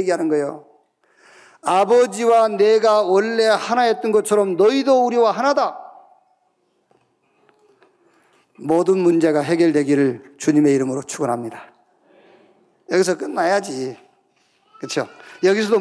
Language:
Korean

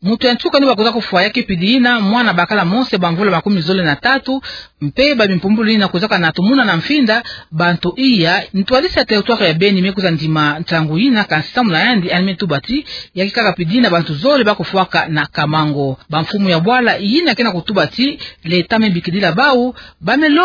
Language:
Kituba (Democratic Republic of Congo)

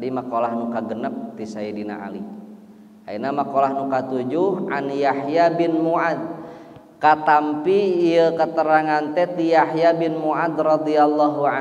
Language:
Sundanese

